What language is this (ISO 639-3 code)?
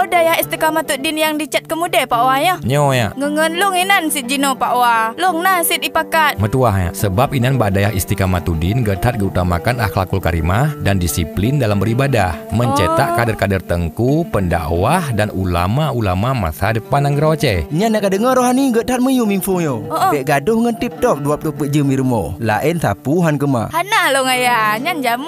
ace